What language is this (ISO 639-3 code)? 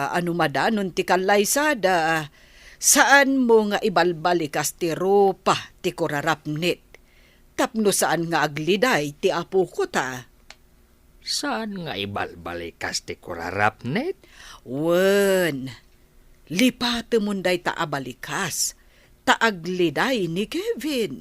ilo